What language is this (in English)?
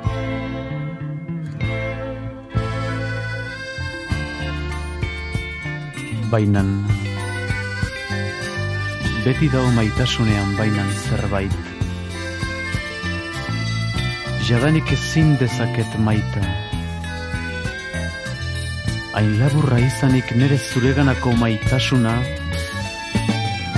Basque